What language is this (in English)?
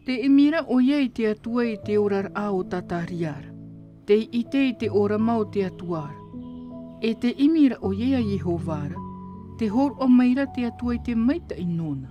Tahitian